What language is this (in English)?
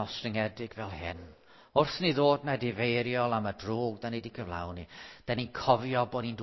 Welsh